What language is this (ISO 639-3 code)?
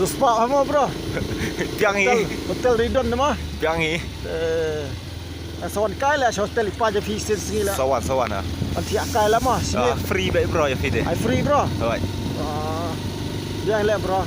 kha